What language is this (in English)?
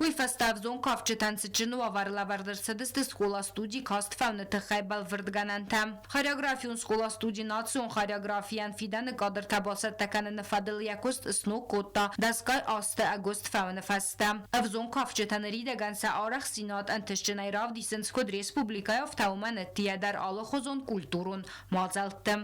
Ossetic